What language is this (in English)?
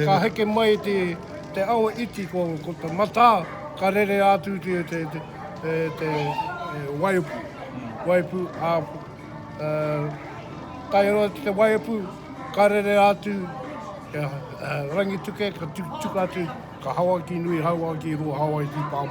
Māori